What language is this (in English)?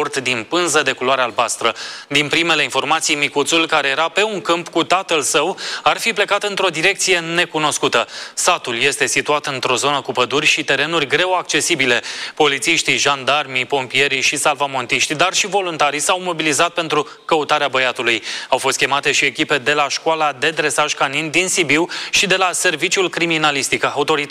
Romanian